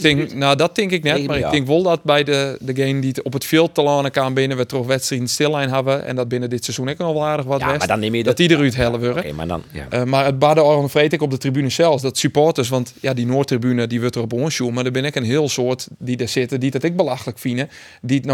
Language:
Western Frisian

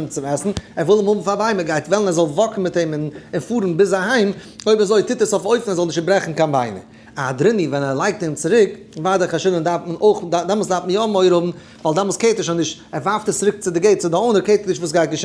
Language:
Yiddish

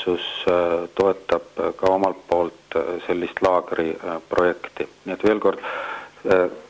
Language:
Estonian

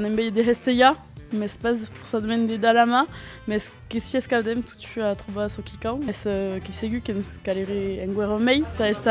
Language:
Occitan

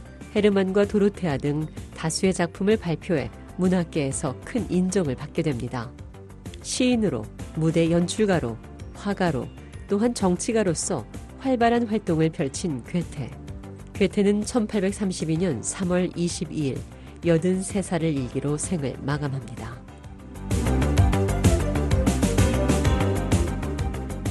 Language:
Korean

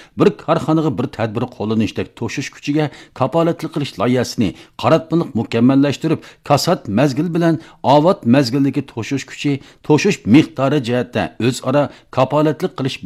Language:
Uyghur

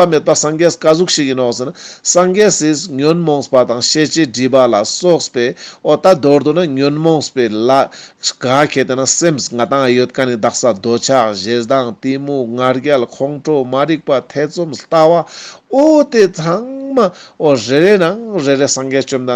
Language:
Ladakhi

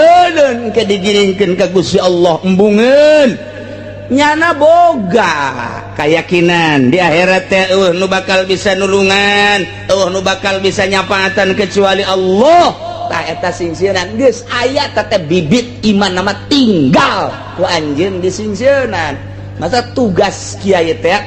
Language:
Sundanese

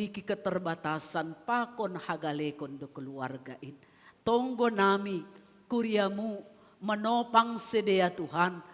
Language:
Batak Simalungun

